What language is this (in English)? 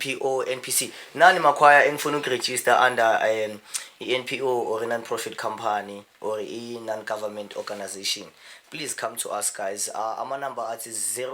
Zulu